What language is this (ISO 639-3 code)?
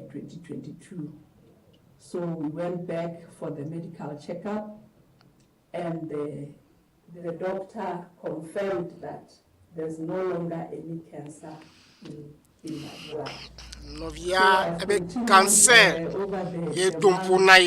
ewe